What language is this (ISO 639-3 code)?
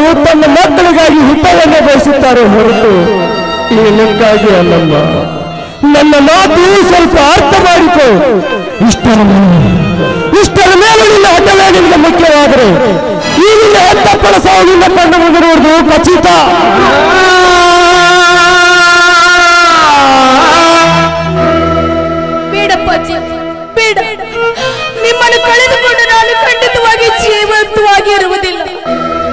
kan